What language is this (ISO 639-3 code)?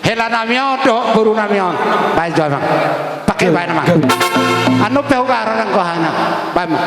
bbc